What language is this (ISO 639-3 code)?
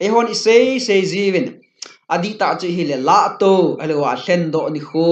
tcz